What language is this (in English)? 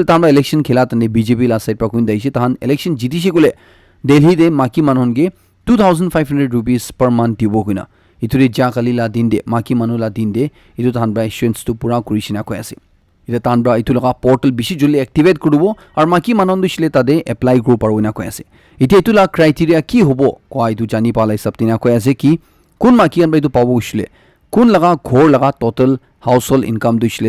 Naga Pidgin